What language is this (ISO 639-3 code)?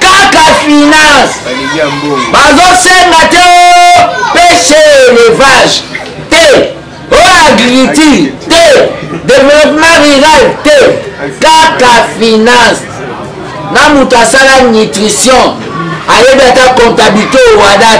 lin